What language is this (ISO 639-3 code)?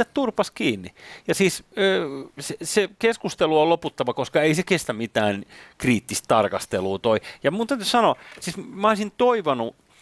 fin